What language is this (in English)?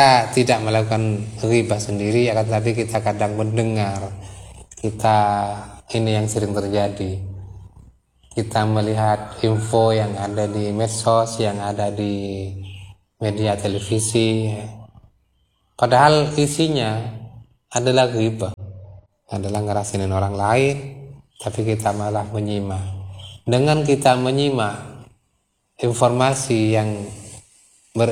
Indonesian